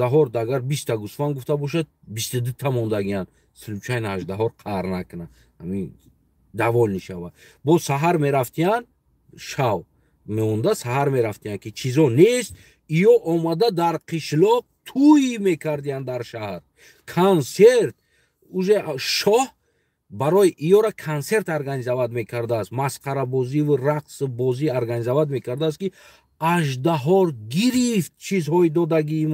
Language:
Tajik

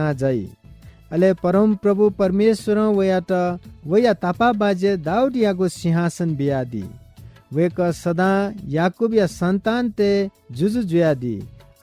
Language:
Newari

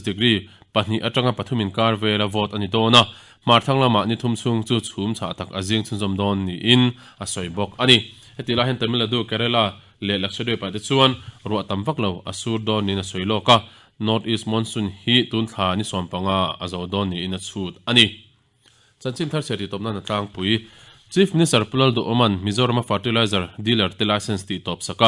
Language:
Mizo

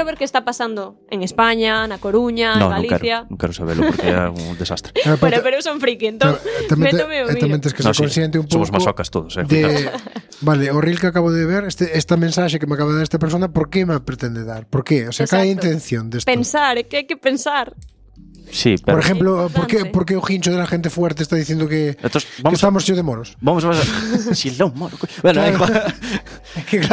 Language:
Galician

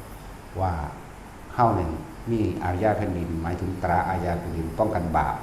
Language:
Northeastern Thai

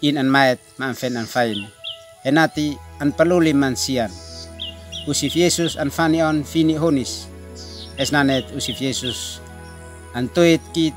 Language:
Uab Meto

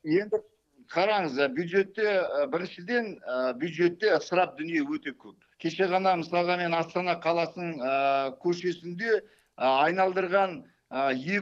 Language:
Kazakh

